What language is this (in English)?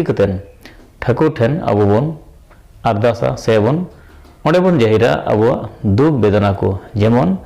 Santali